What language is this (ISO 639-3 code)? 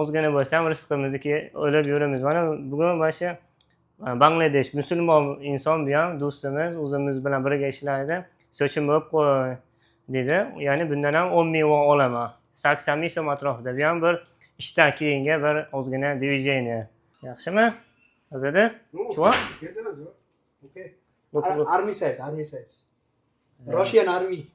uzb